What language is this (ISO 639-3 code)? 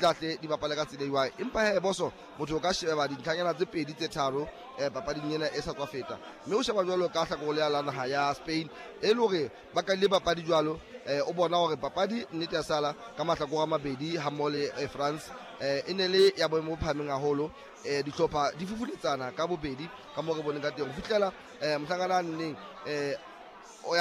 sot